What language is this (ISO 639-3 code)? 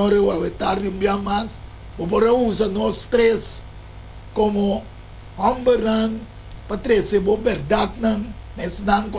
pap